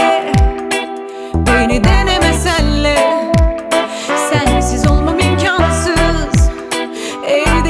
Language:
Turkish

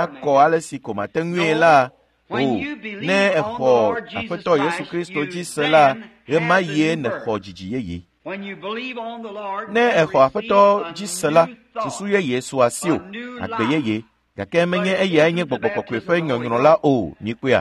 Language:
Ewe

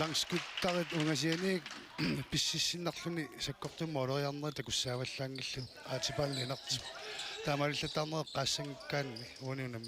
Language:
Kalaallisut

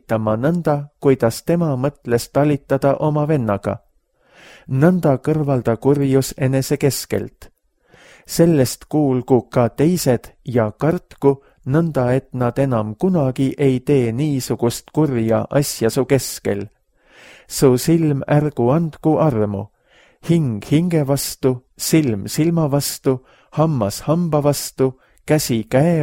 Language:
Estonian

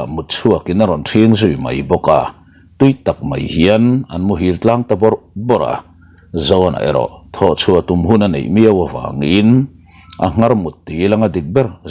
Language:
Mizo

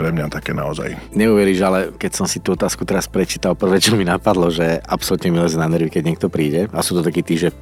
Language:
Slovak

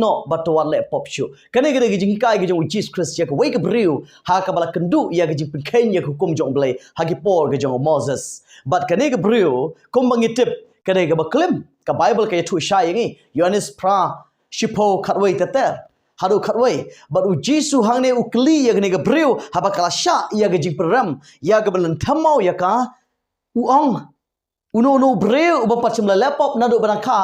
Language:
Khasi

